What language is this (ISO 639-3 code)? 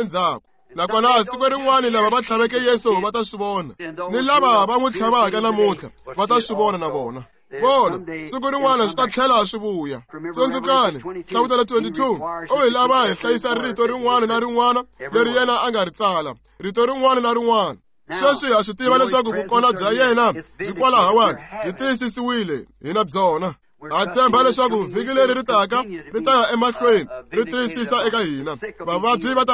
tso